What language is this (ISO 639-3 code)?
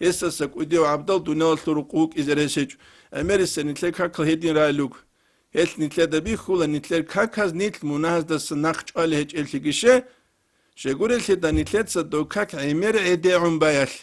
ava